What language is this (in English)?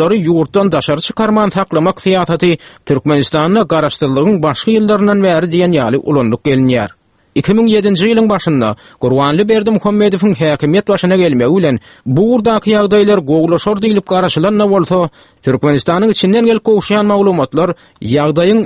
Turkmen